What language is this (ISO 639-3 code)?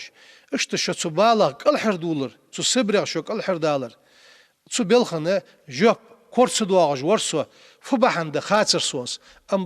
inh